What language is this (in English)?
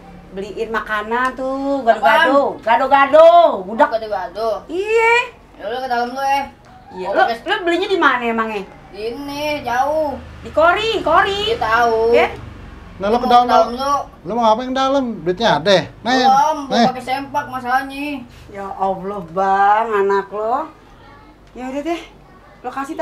Betawi